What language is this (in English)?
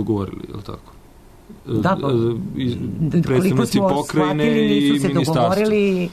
Serbian